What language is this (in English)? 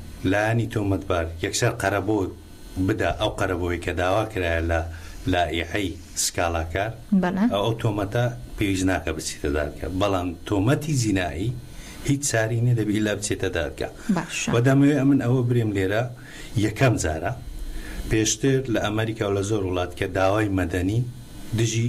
Central Kurdish